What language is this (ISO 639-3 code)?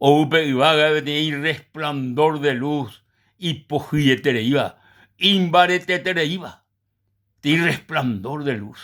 grn